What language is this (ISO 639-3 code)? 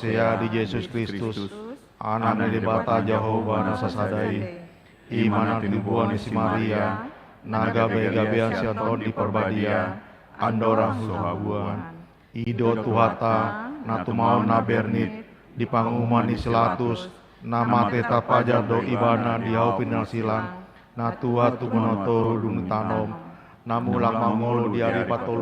bbc